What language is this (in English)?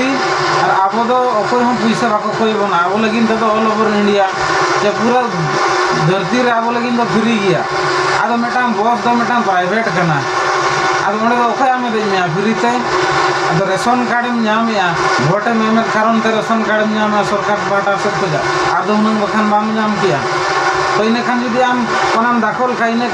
Santali